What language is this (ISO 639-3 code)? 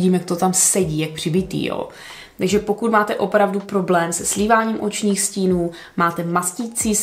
ces